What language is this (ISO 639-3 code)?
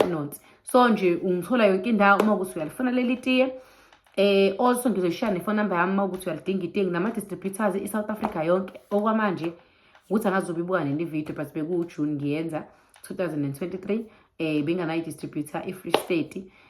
zul